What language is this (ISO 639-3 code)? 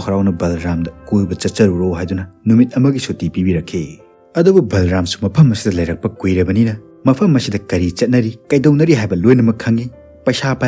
mni